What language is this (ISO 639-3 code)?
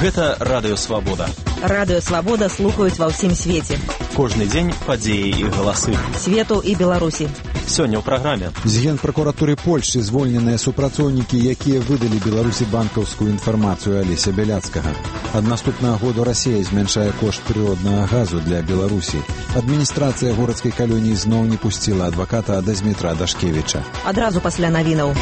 bel